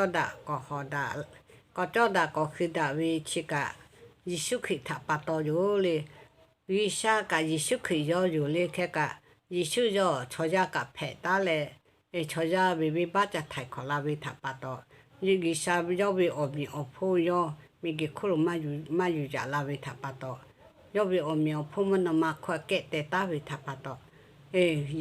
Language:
Lahu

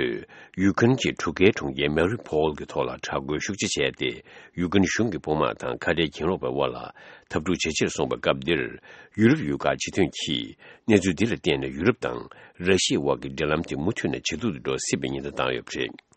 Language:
Tibetan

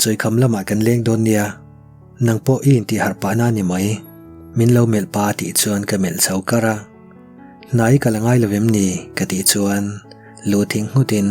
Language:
Mizo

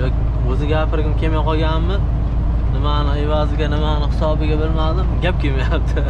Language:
Uzbek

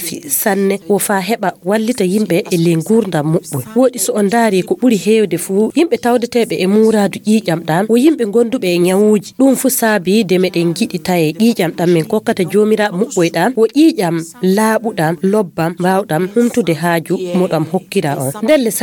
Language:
Fula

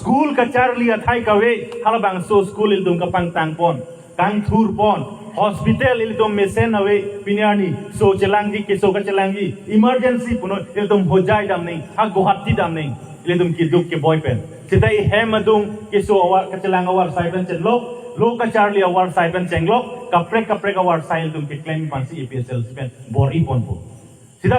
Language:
Karbi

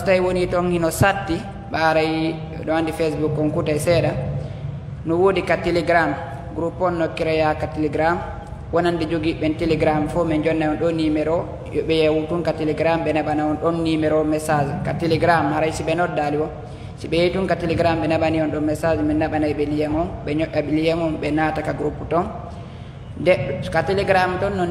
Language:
Pular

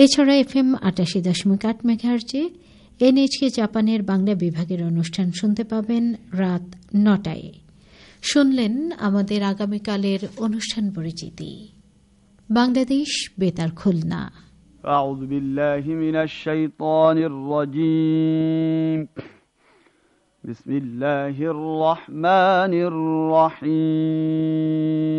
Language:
Bangla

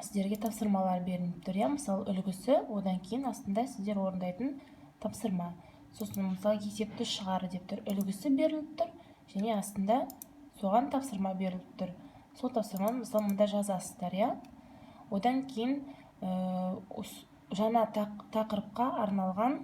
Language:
Kazakh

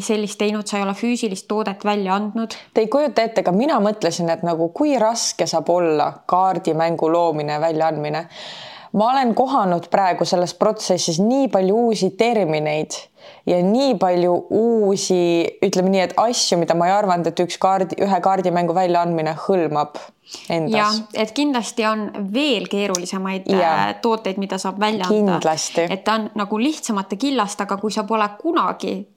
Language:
Estonian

